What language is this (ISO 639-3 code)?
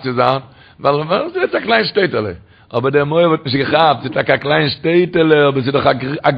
yid